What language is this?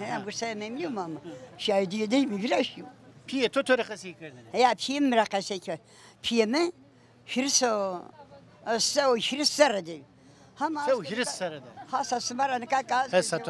Zaza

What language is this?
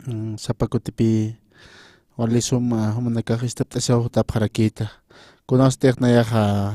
Aymara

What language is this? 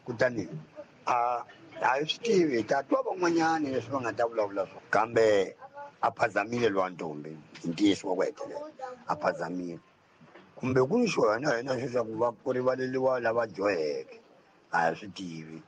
Tsonga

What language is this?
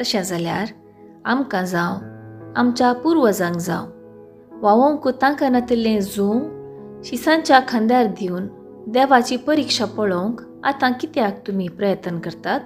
Konkani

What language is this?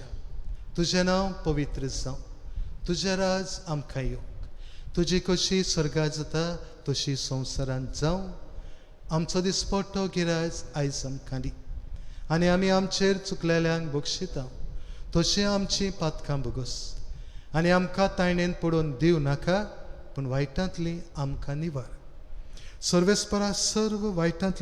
Konkani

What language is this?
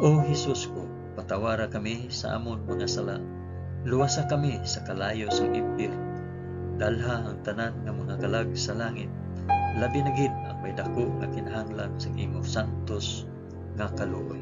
Hiligaynon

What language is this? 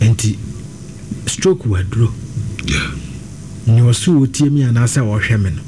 Akan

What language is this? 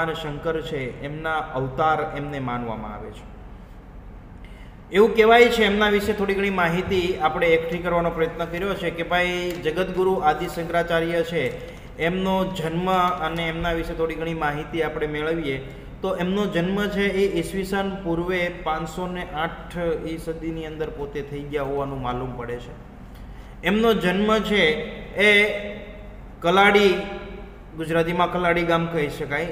Gujarati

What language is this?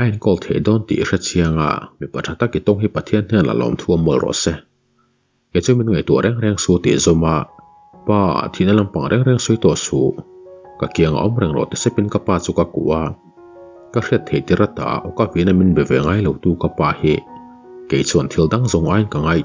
Mizo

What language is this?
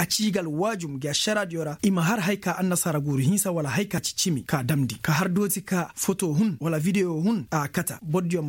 Zarma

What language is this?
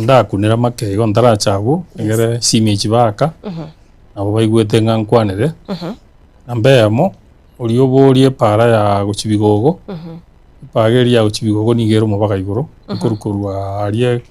Gusii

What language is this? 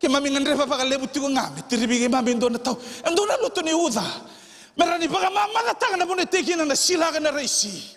Fijian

